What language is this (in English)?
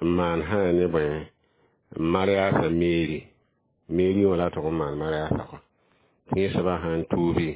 Mossi